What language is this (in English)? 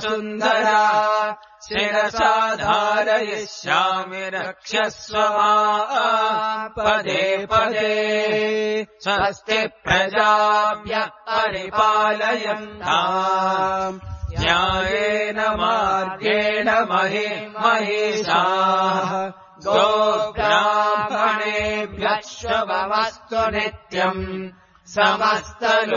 Sanskrit